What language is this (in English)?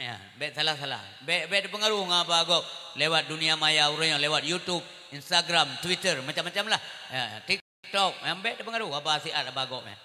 Achinese